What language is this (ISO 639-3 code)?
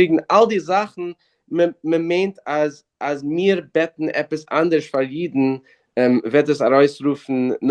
yid